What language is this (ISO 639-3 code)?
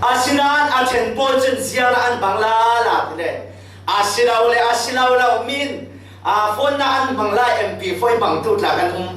cfm